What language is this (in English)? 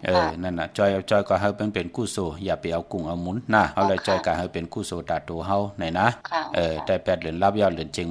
Shan